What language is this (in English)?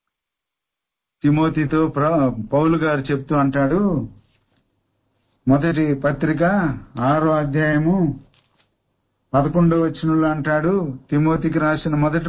Telugu